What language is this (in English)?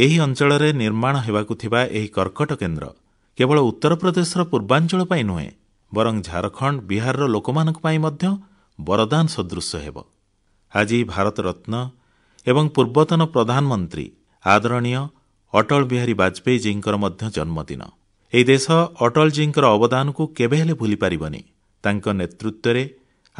Odia